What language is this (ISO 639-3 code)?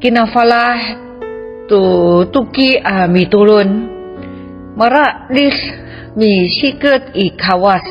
ami